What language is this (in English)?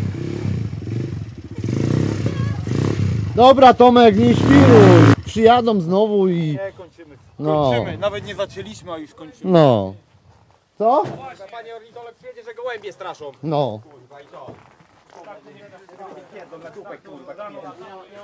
Polish